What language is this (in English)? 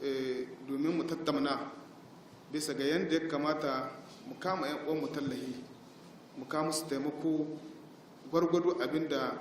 Hausa